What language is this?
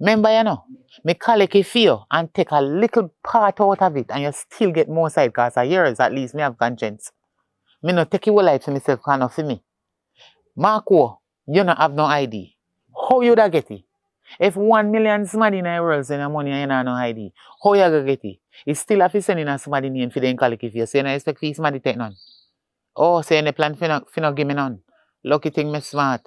Jamaican Creole English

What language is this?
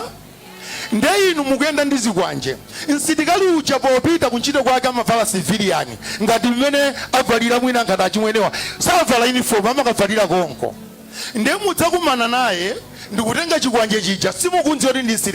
Nyanja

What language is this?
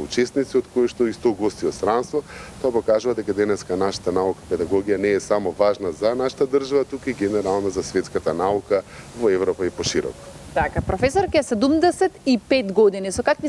Macedonian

